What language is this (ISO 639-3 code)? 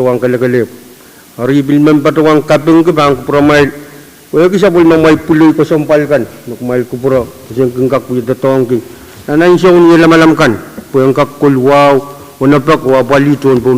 pon